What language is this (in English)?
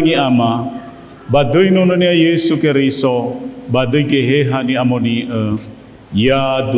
Nias